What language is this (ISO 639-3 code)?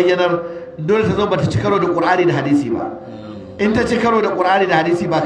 hau